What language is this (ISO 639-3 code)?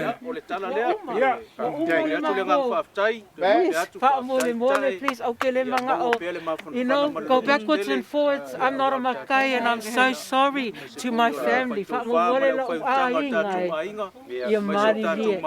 smo